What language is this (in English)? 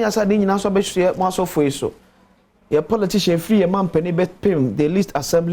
Akan